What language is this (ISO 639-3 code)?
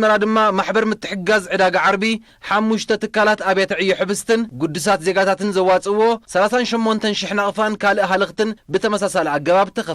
tir